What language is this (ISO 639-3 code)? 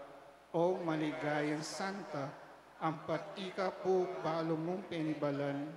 pam